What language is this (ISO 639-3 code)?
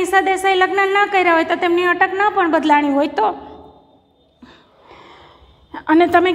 guj